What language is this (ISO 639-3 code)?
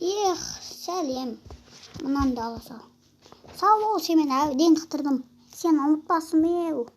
kaz